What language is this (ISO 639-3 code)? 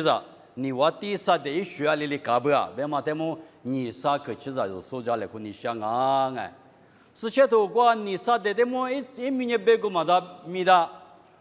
lis